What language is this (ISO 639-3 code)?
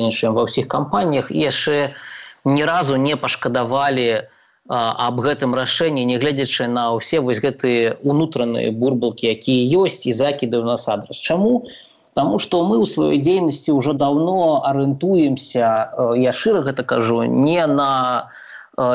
bel